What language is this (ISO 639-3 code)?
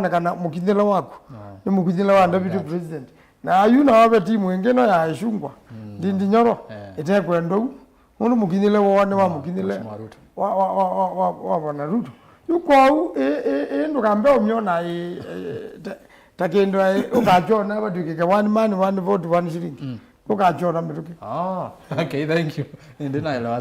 kam